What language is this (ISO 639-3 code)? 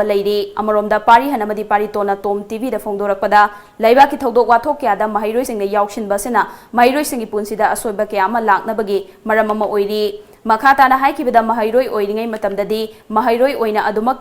mni